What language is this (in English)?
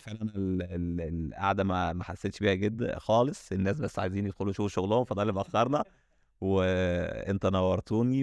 Egyptian Arabic